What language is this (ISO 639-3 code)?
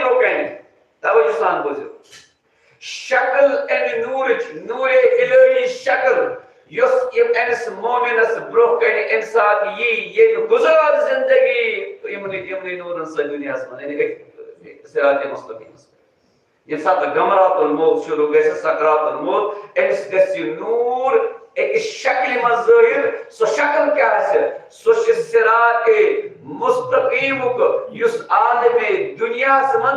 kas